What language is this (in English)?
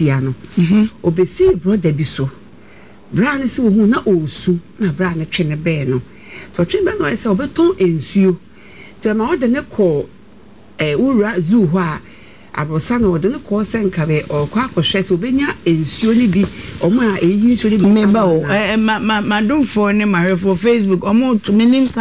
Akan